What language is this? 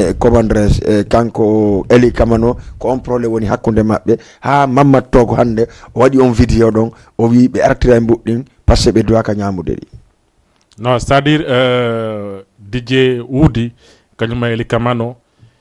Fula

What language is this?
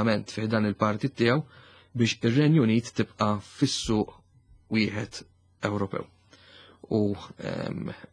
Maltese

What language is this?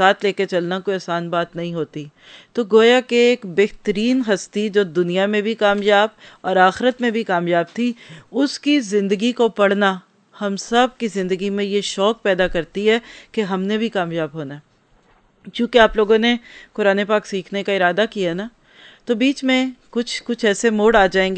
Urdu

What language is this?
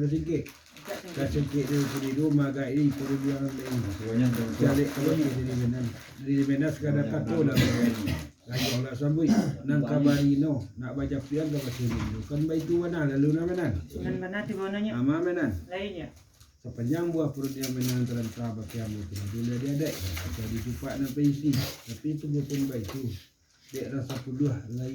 Minangkabau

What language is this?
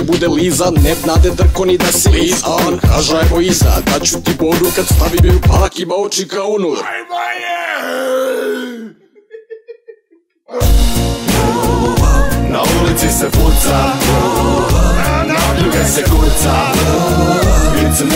Croatian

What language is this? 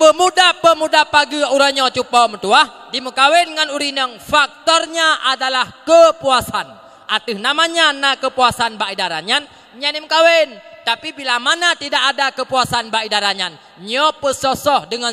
Achinese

